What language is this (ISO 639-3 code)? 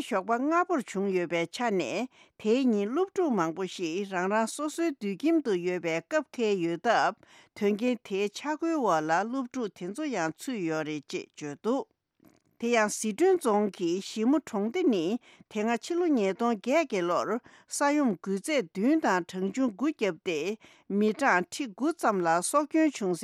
bod